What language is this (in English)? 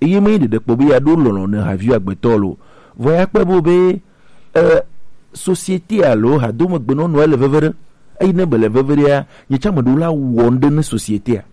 Gen